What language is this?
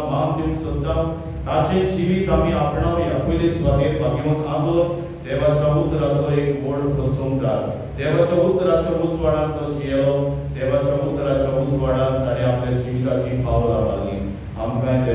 Konkani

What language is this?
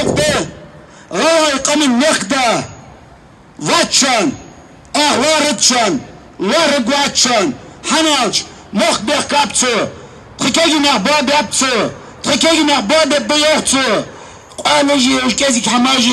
Ingush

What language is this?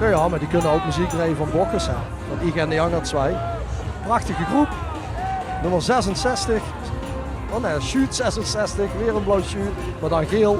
Limburgish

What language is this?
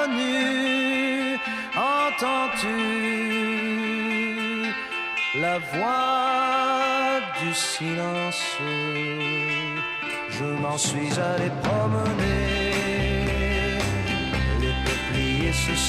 French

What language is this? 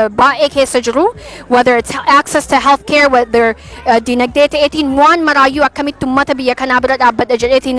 Oromo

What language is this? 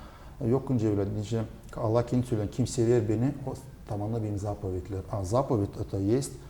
Gagauz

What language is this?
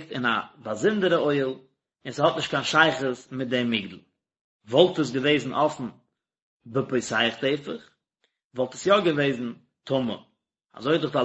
Yiddish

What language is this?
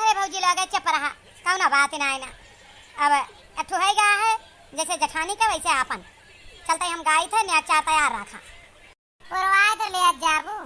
Awadhi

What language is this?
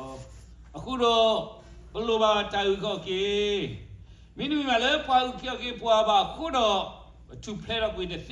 S'gaw Karen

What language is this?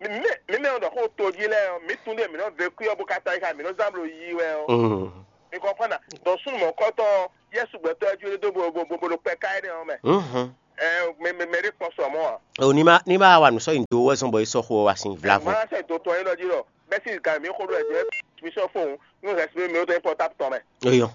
Fon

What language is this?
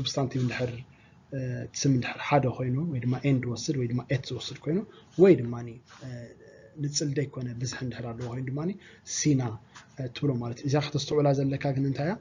Tigrinya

